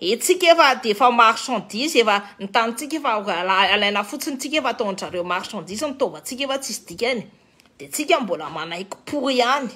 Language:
Malagasy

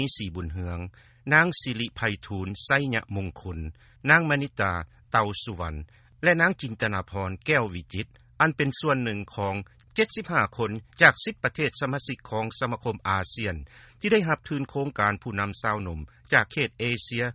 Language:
Lao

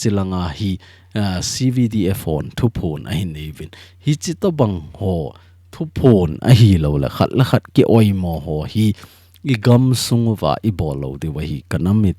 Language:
Thado Chin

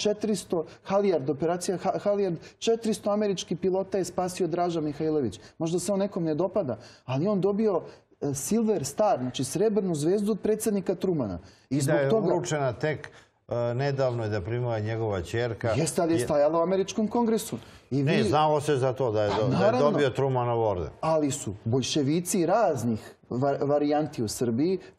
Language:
Serbian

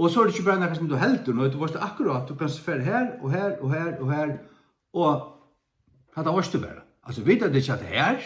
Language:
Faroese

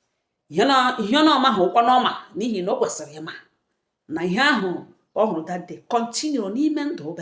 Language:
Igbo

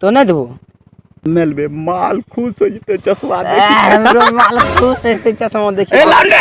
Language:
Angika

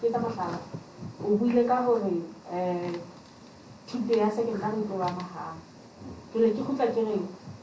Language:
Southern Sotho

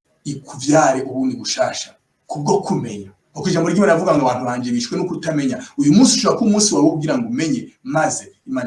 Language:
Rundi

